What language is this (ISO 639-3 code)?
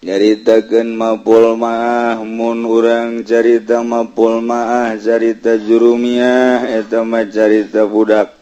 sun